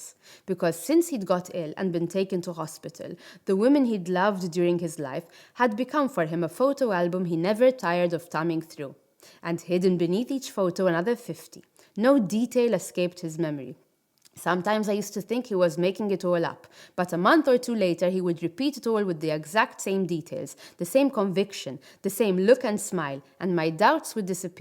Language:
English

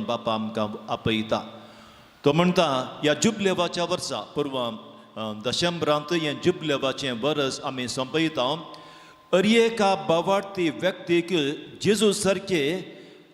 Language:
Konkani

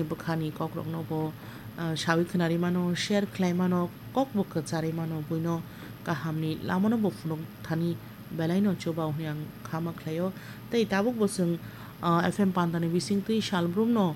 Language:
Kok Borok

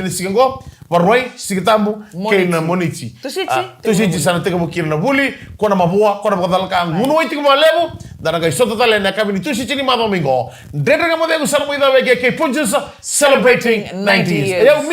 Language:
Fijian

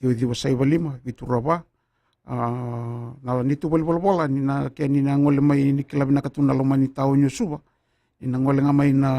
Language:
Fijian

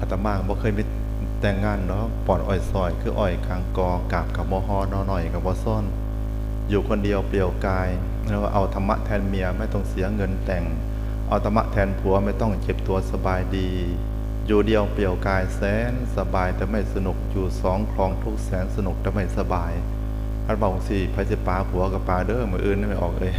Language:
Northeastern Thai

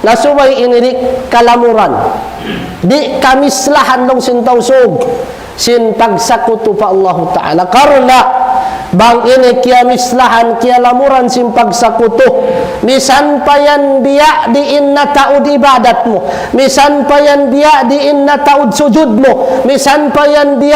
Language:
Tausug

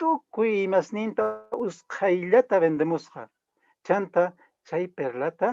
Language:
Quechua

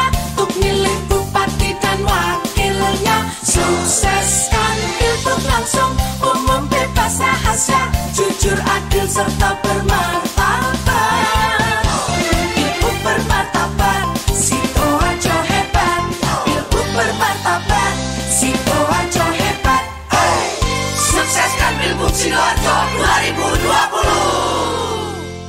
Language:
Indonesian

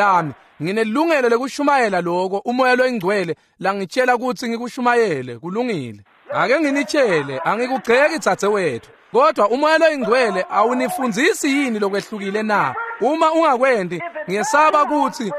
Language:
Swati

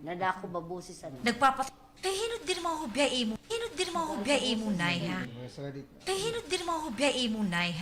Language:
Waray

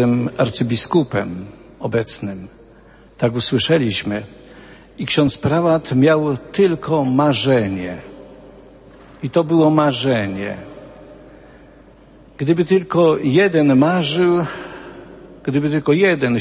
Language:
Polish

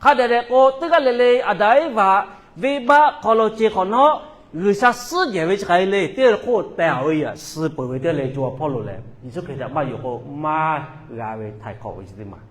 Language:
Lahu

